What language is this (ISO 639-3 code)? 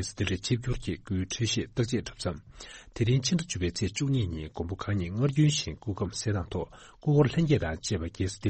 bod